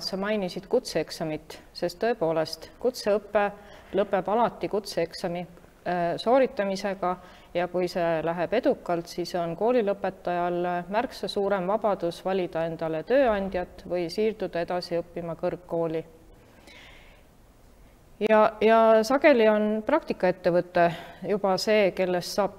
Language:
Estonian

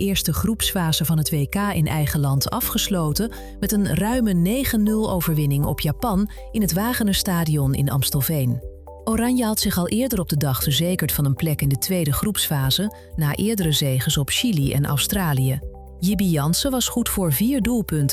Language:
Dutch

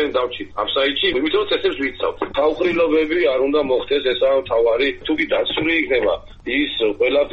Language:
Georgian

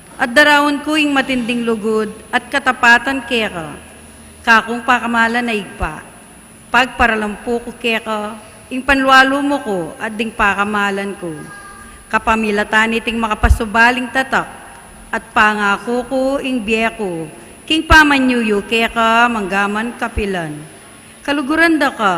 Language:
Pampanga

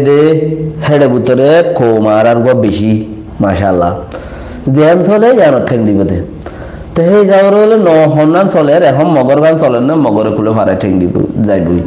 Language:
Rohingya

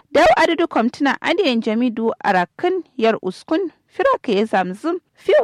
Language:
Kanuri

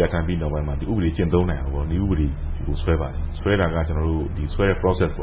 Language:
Burmese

